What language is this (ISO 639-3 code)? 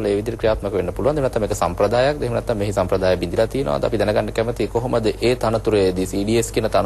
sin